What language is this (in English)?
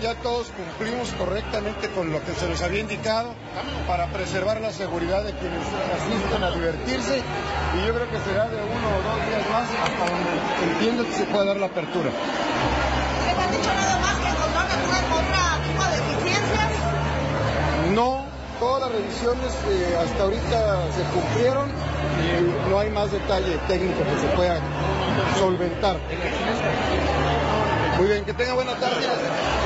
Spanish